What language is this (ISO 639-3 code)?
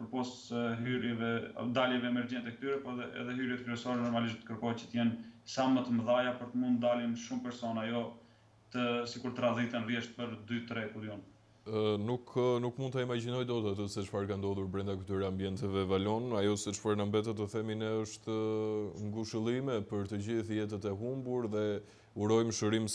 sqi